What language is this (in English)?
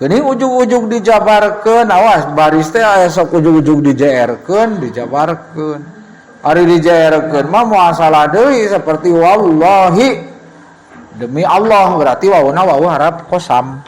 Sundanese